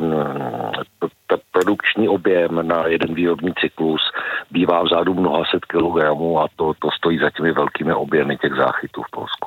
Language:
Czech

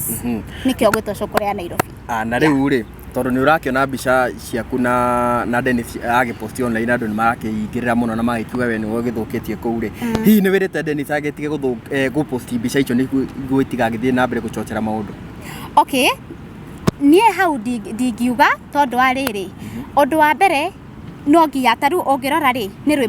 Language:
Kikuyu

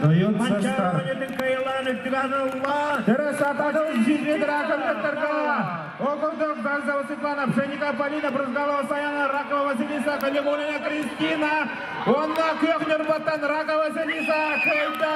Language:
Yakut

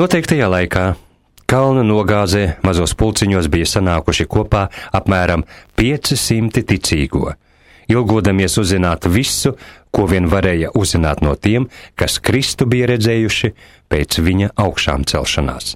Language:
Latvian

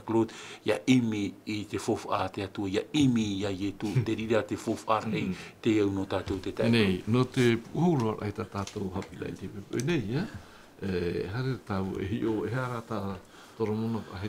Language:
Tahitian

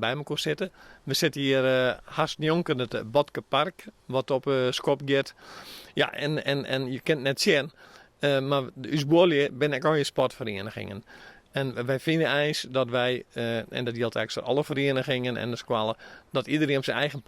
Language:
Western Frisian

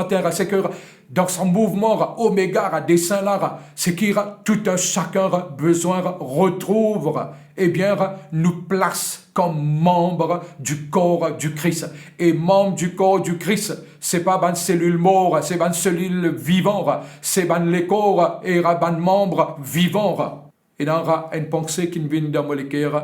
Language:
Morisyen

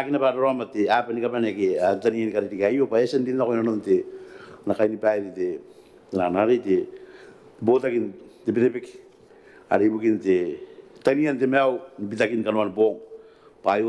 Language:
Gilbertese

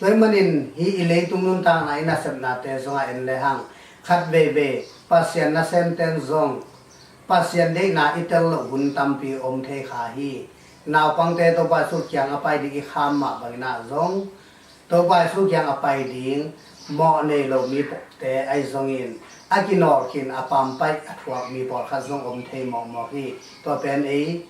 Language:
Tedim Chin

